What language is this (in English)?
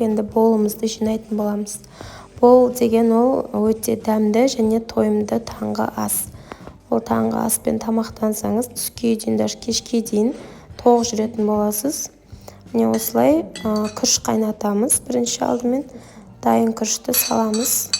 Kazakh